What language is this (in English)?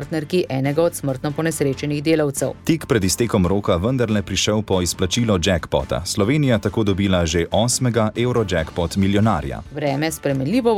Slovenian